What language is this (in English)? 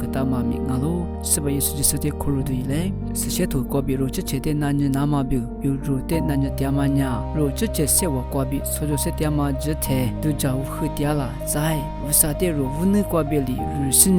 Lisu